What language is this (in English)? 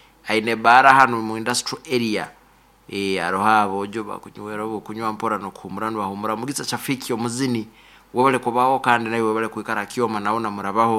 Nyankole